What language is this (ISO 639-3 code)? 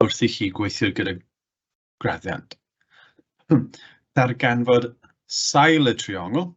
cym